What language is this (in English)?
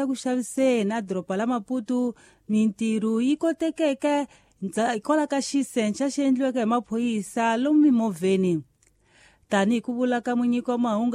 Tsonga